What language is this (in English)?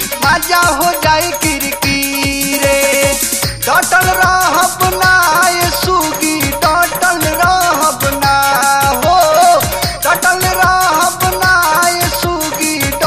Bhojpuri